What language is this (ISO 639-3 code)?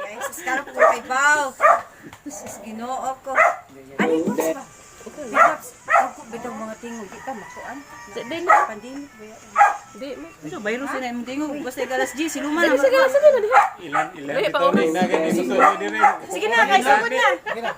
ceb